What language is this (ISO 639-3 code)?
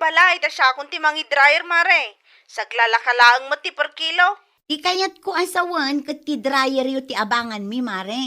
ilo